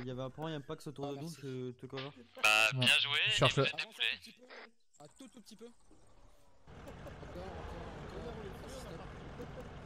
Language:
French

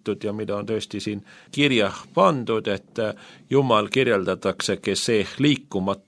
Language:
Estonian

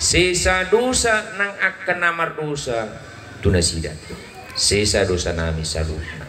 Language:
Batak Toba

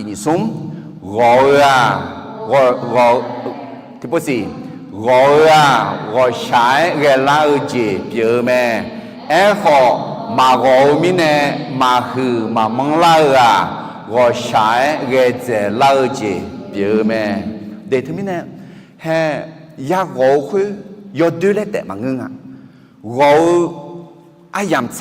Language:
Akha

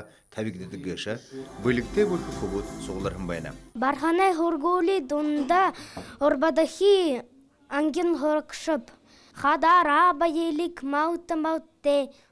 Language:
Buriat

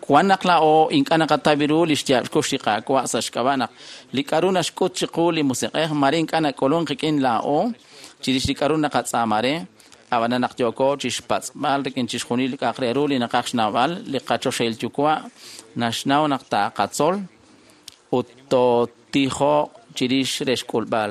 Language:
Kekchí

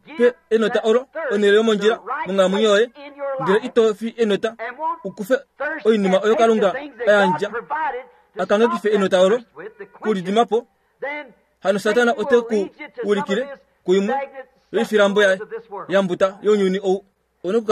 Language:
Kuanyama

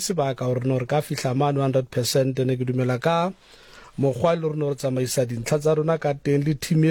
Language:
Tswana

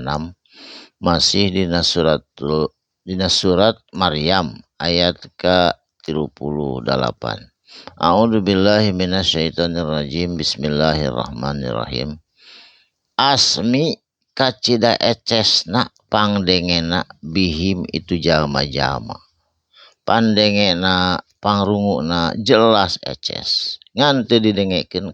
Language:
Sundanese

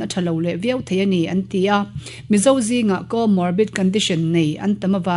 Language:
Mizo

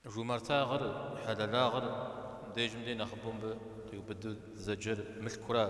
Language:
Kabardian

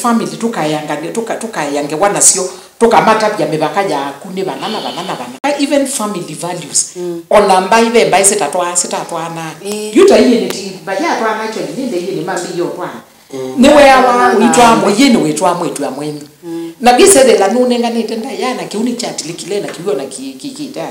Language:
Kamba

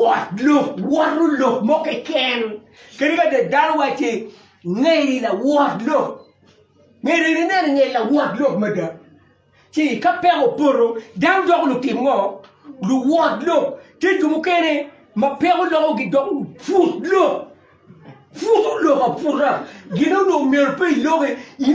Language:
Acoli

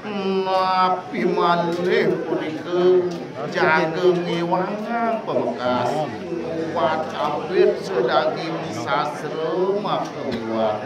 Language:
Balinese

